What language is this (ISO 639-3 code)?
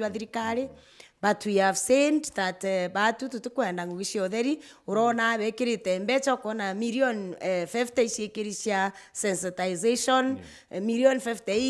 mer